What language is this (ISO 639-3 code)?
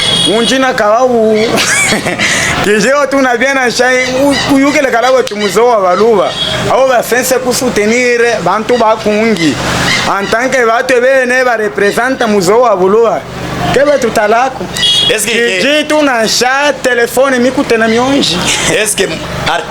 lub